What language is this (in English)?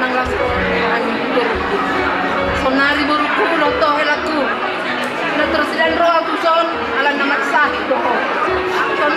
Batak Toba